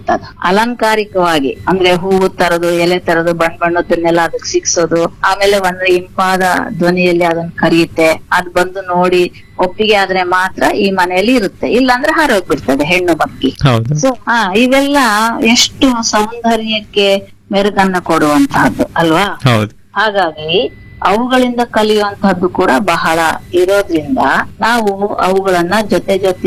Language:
Kannada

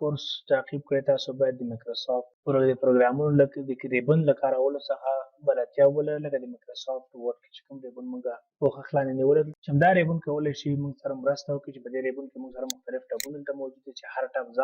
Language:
Pashto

